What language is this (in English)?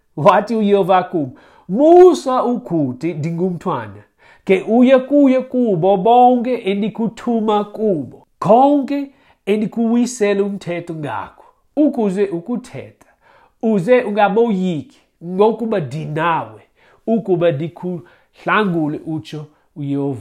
Xhosa